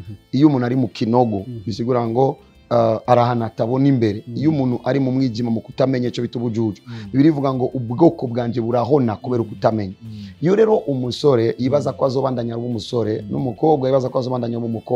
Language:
Rundi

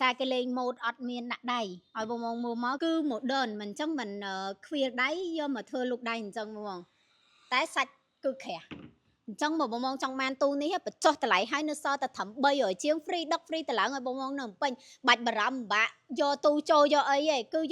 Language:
Khmer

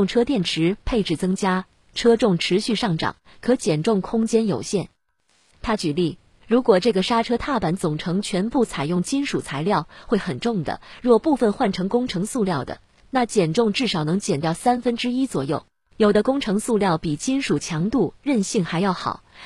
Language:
Chinese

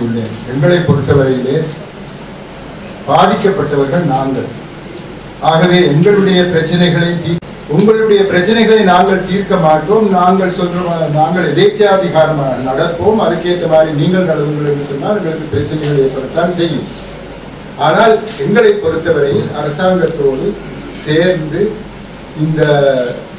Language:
Tamil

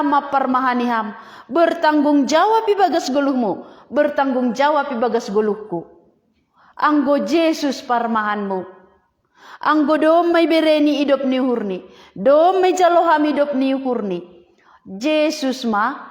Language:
Batak Simalungun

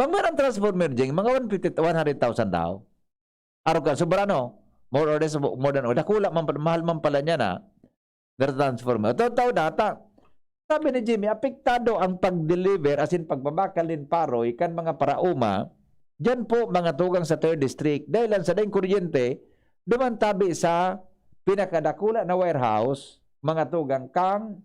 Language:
Bikol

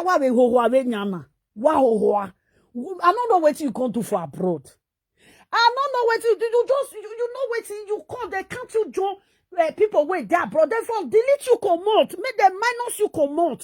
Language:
Nigerian Pidgin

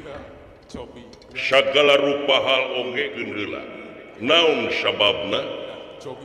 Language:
Sundanese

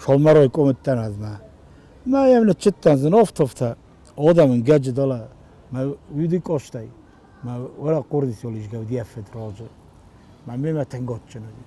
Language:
Ossetic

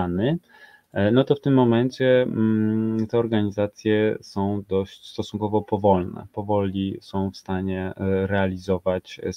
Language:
Polish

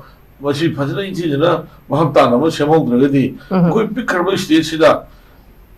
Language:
Manipuri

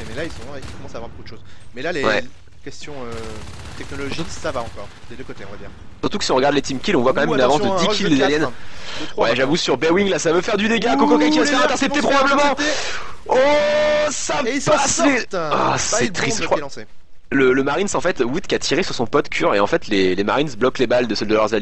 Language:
French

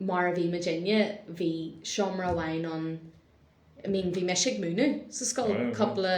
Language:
Irish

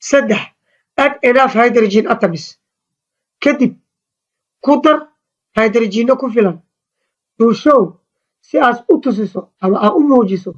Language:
Somali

